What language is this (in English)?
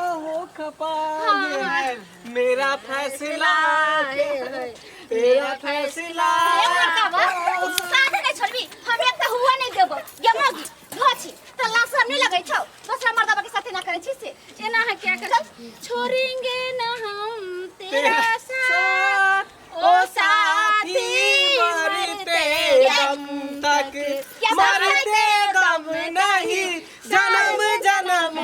Maithili